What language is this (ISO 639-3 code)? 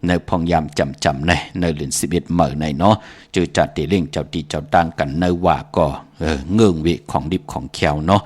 shn